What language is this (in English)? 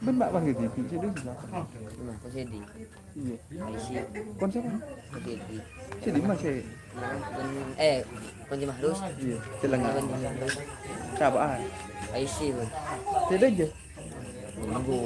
Madurese